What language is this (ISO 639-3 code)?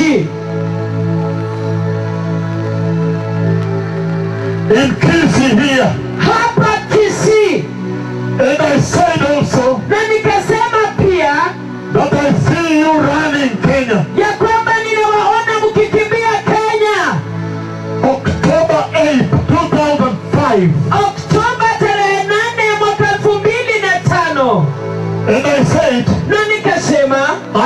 swa